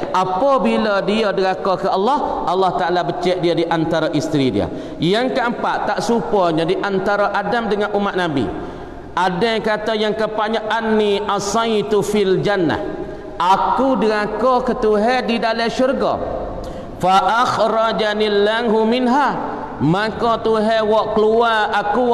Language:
Malay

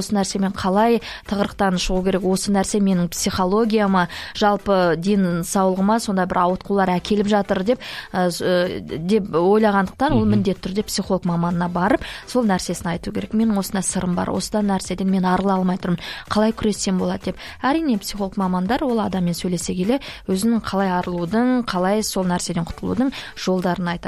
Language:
Kazakh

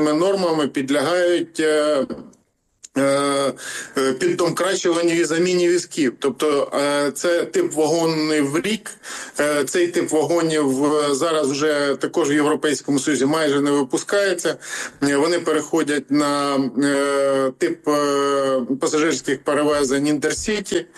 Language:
Ukrainian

